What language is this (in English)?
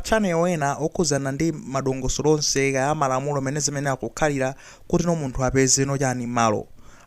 Nyanja